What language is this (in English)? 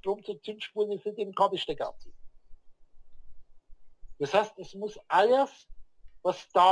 German